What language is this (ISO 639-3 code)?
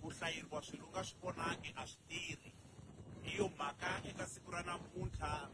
tso